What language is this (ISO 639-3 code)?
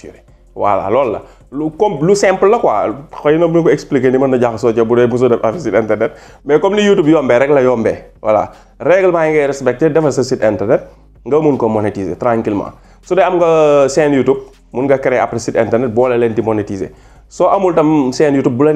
wol